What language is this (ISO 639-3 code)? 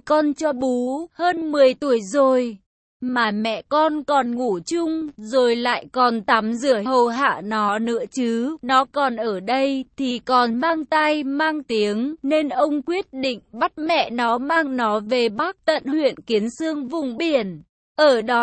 vie